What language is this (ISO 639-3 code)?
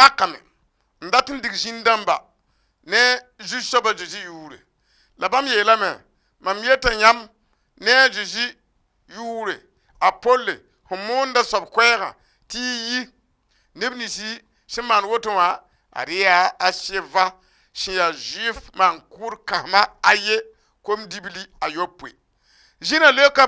mos